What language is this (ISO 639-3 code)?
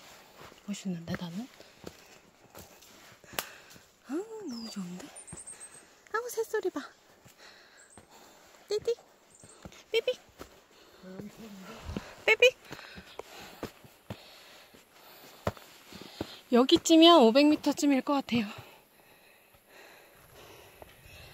kor